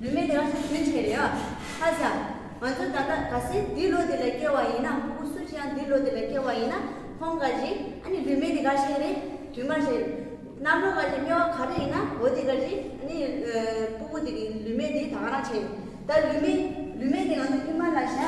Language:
Tibetan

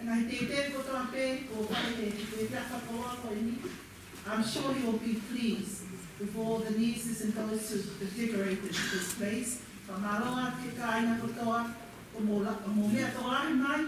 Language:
Tongan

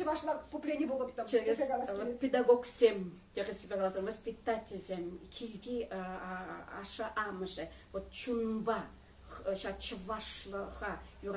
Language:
Chuvash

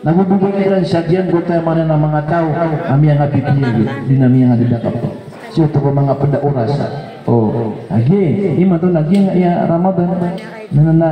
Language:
Maranao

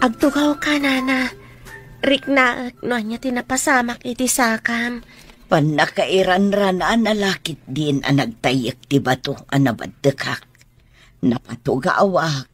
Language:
Iloko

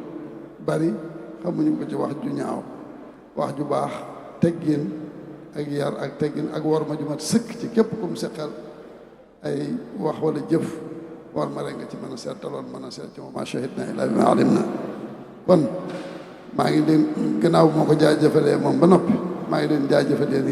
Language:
Wolof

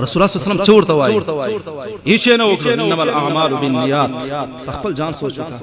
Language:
Pashto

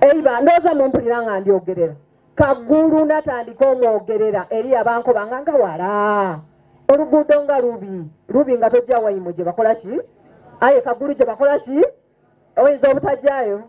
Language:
Soga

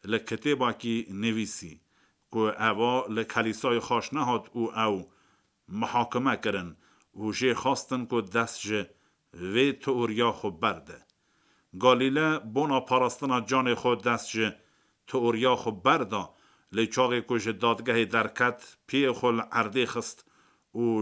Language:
Kurdish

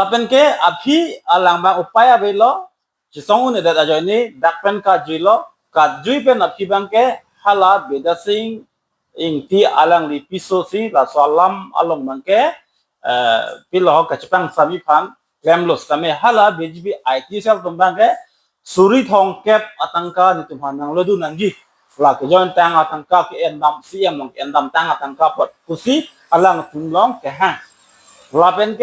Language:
Karbi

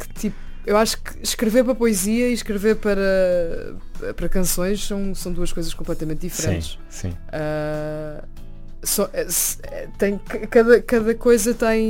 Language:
Portuguese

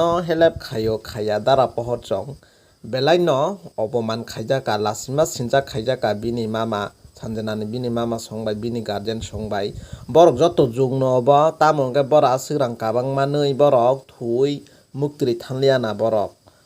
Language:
Kok Borok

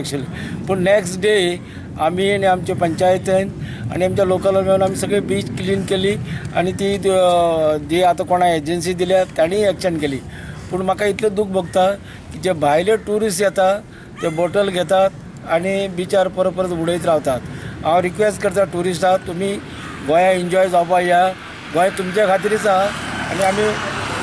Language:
Konkani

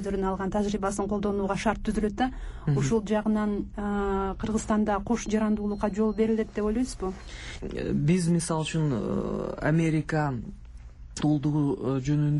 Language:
Kyrgyz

